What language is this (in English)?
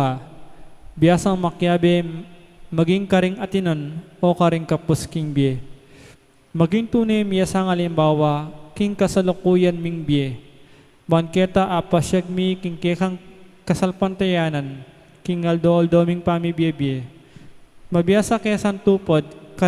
Pampanga